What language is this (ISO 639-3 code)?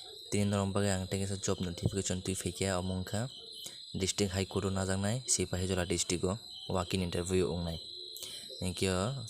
trp